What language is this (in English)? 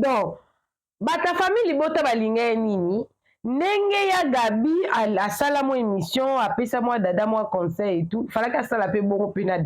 Lingala